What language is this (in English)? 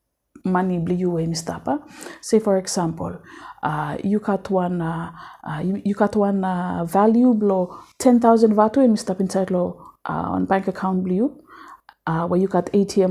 Bislama